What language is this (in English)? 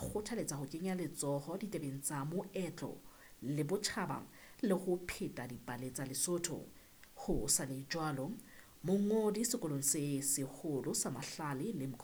Southern Sotho